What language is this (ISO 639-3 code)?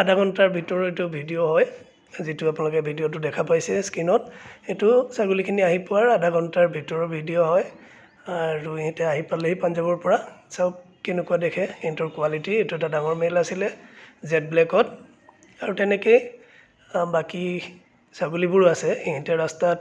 asm